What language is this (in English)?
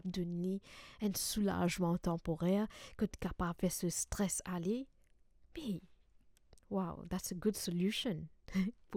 Morisyen